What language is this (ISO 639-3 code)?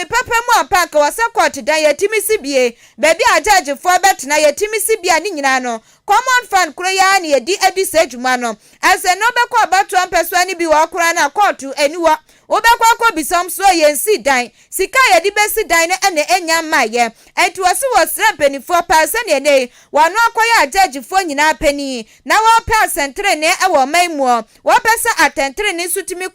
aka